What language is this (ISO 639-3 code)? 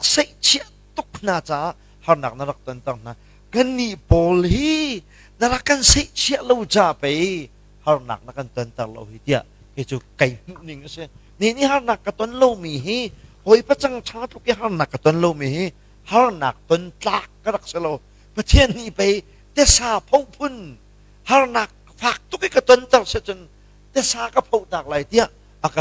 cnh